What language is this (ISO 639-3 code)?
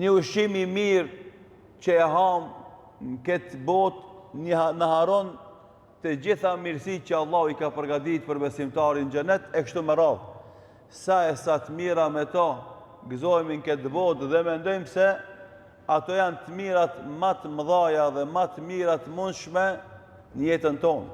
sqi